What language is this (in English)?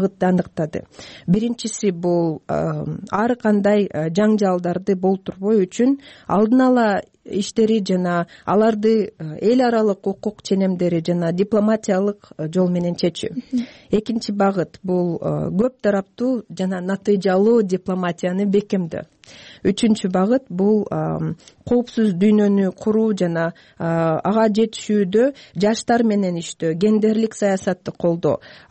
Kyrgyz